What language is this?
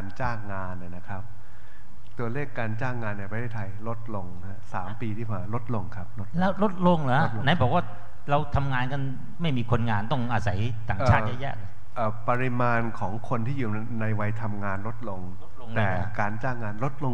Thai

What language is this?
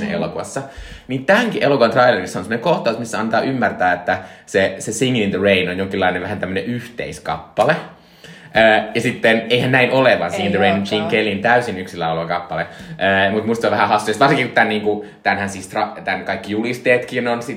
Finnish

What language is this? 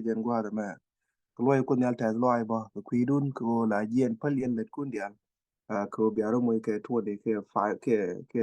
Nuer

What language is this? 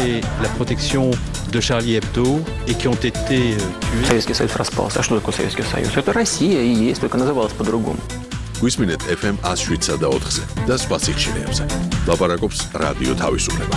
Georgian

